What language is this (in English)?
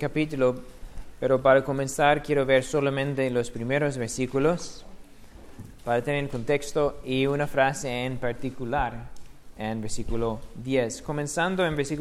Spanish